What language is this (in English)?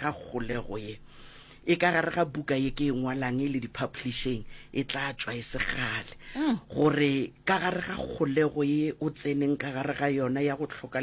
Northern Sotho